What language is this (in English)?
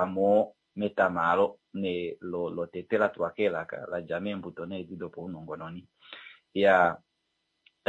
Kuanyama